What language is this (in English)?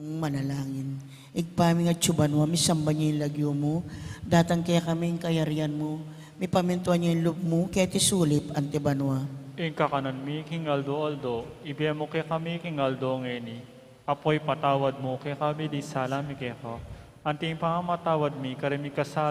Pampanga